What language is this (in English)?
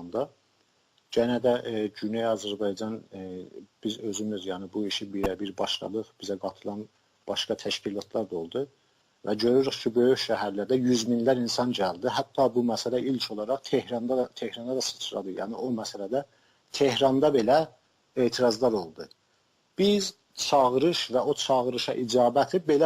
South Azerbaijani